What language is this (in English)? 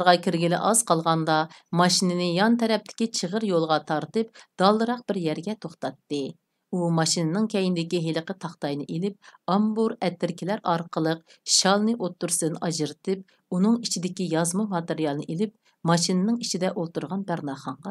Uyghur